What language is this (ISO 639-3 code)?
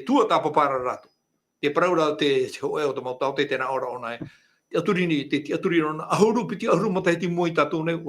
tah